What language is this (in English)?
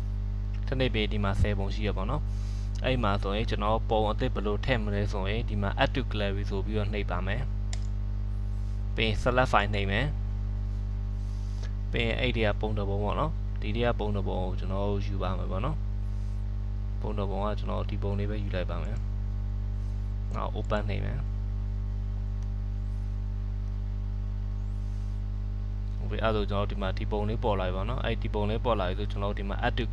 Burmese